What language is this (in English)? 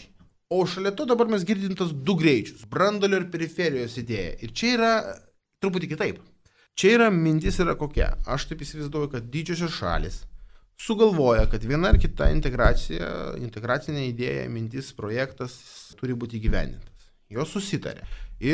Lithuanian